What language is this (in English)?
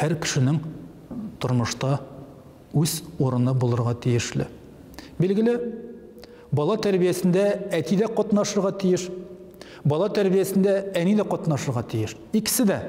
Tatar